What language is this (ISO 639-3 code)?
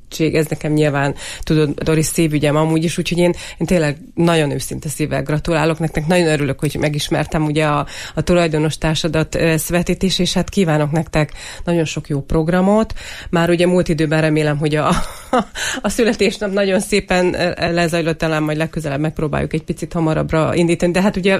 hun